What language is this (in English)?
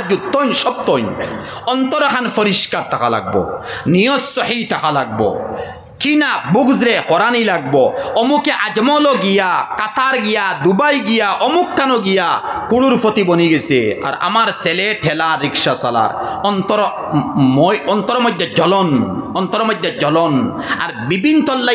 Sylheti